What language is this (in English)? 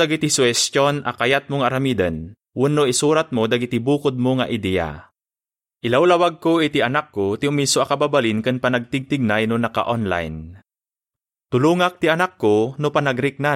Iloko